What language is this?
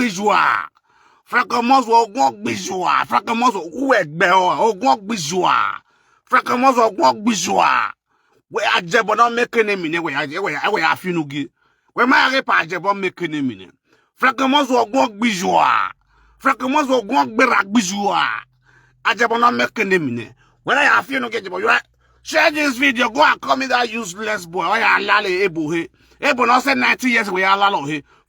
Nigerian Pidgin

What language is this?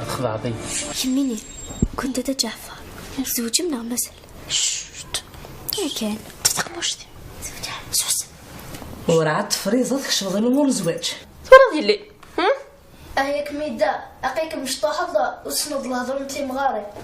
Kabyle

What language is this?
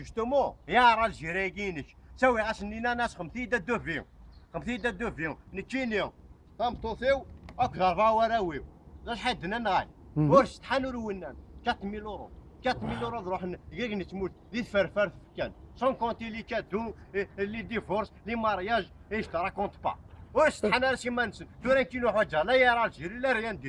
Kabyle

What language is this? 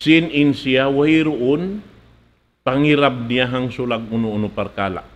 Tausug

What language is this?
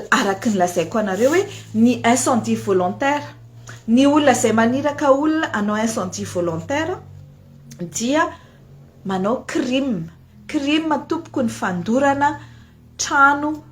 Malagasy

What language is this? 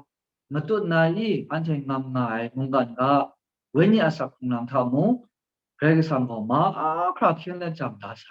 Kachin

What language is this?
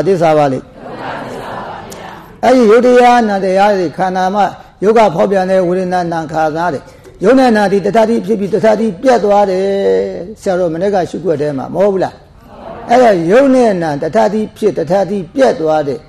Burmese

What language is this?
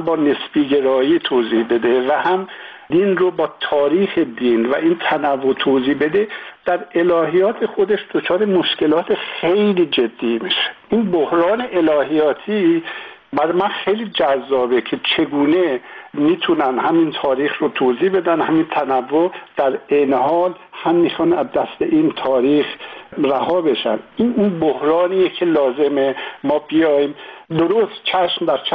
Persian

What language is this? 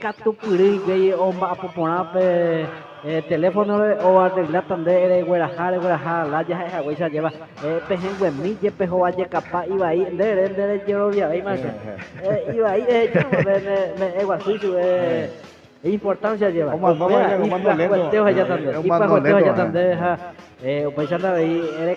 Guarani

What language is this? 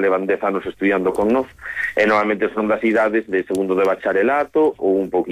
Galician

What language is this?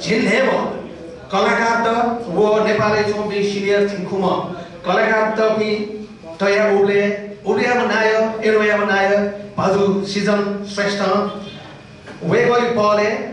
Newari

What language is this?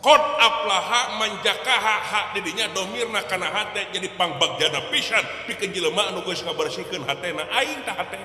Sundanese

